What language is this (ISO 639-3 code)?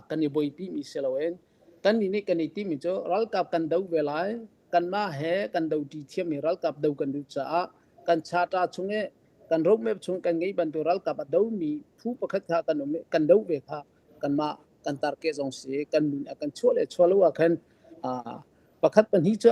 cnh